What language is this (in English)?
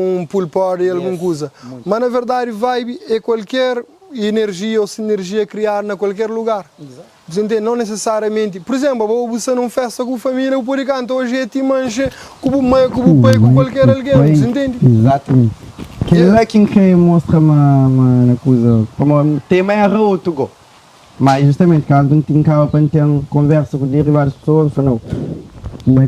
Kabuverdianu